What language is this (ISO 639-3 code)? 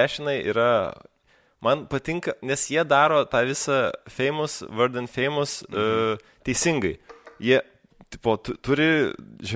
lit